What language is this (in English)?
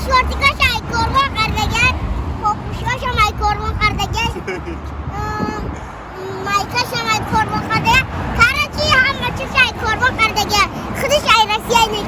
Tajik